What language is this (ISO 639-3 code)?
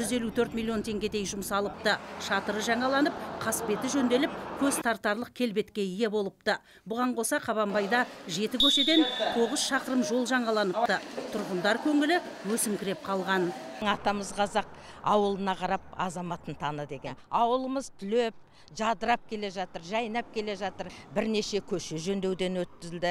kaz